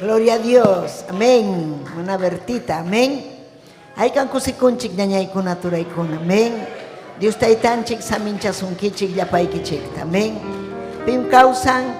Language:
Ayacucho Quechua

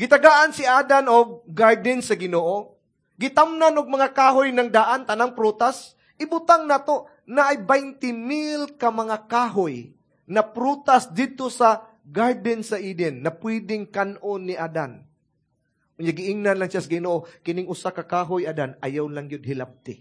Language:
Cebuano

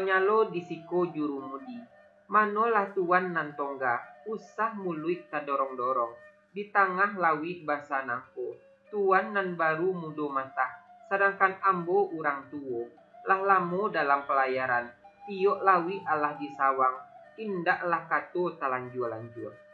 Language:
Minangkabau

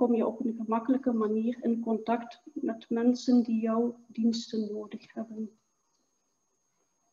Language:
Dutch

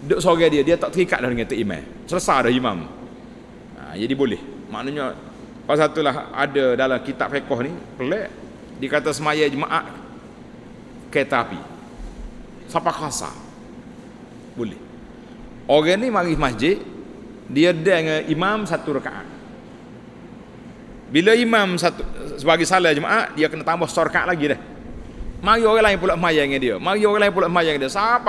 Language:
Malay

